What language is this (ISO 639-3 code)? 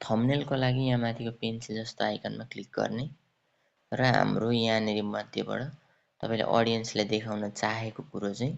nep